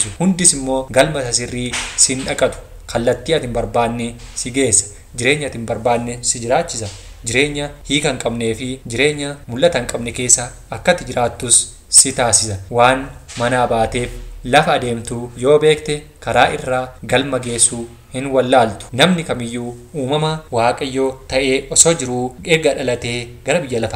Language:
Oromo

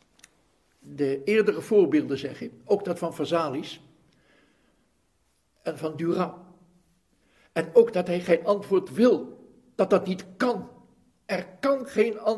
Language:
Dutch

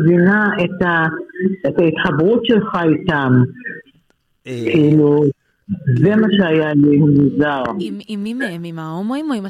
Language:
Hebrew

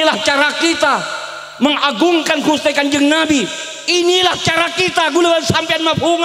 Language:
Madurese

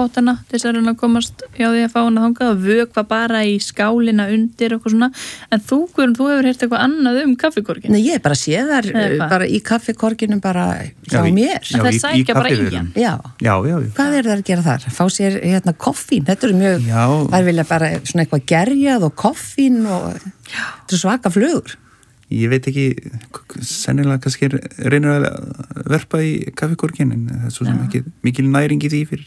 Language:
Icelandic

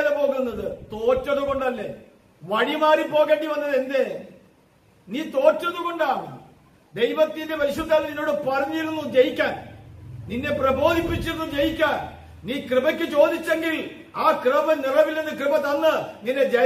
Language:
Malayalam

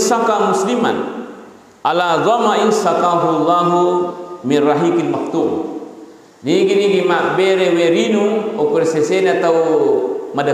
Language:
Buginese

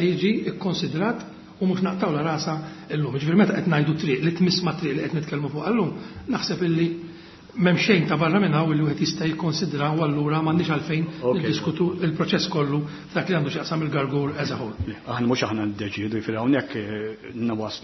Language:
Maltese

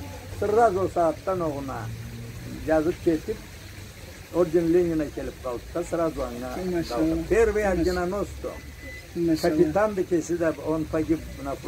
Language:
Karachay-Balkar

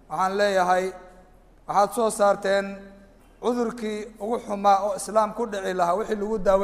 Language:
Somali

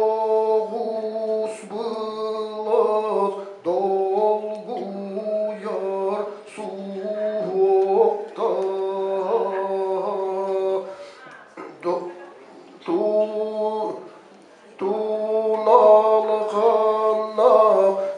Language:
Yakut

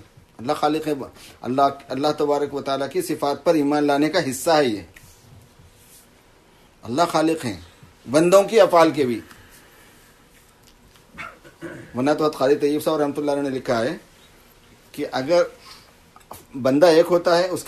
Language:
Urdu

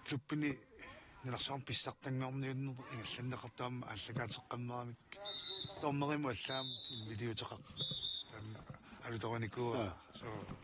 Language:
Kalaallisut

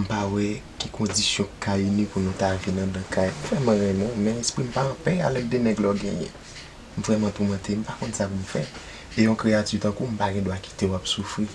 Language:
Haitian Creole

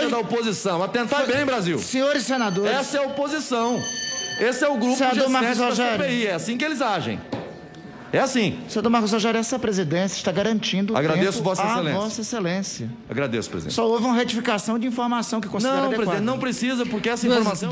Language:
Portuguese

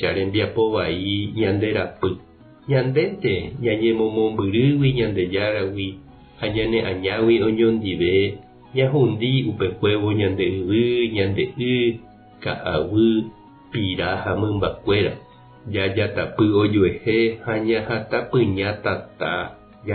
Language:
Guarani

